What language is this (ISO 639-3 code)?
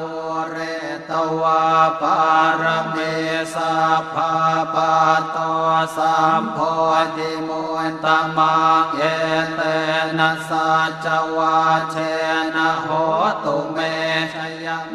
pli